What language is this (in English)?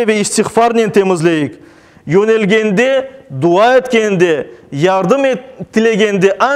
Crimean Tatar